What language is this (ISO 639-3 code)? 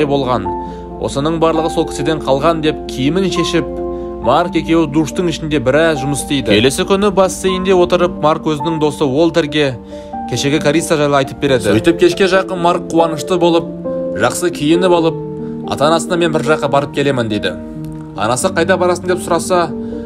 kaz